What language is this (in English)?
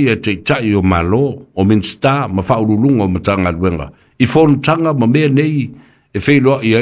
Samoan